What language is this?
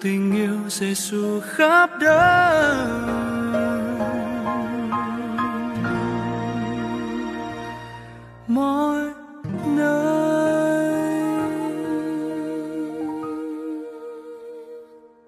Vietnamese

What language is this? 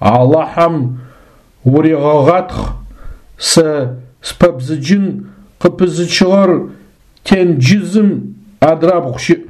Adyghe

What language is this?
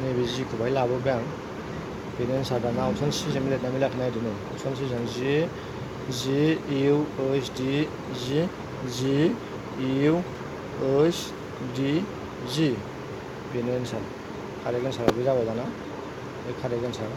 Bodo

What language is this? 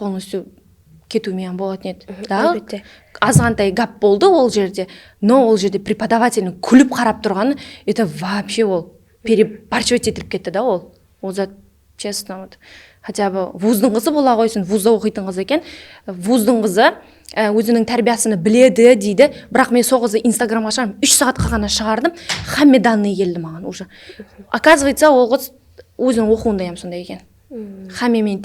Kara-Kalpak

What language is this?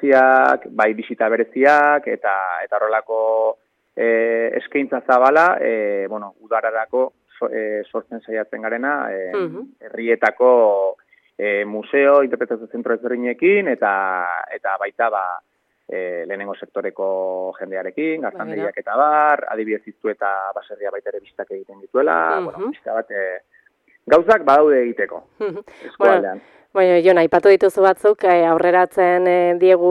Basque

